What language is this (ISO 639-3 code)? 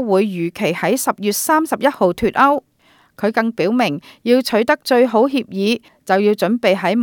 yue